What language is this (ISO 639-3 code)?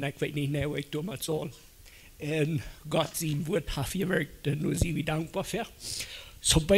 pdt